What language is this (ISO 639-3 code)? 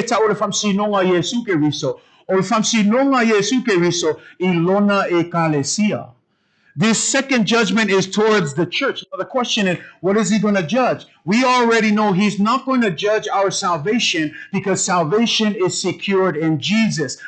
smo